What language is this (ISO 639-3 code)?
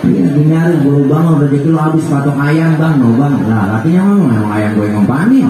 bew